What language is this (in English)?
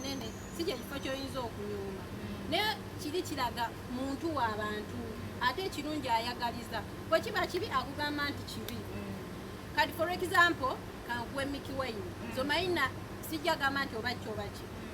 Ganda